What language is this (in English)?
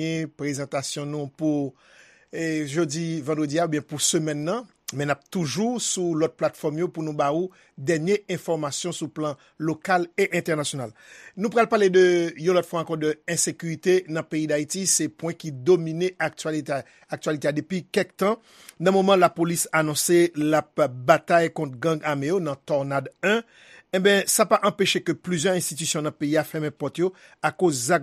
Haitian Creole